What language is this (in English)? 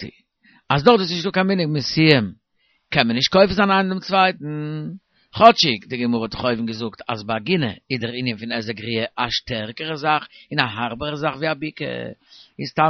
Yiddish